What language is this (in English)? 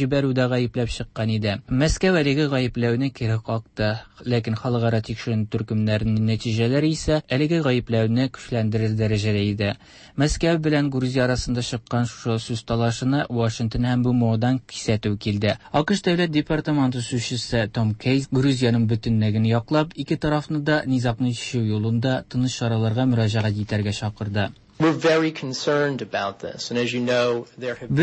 Tatar